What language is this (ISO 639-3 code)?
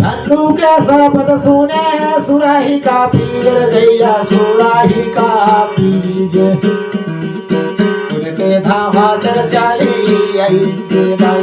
hne